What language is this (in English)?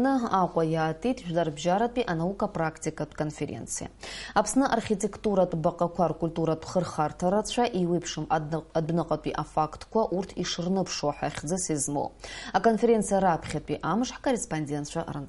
Abkhazian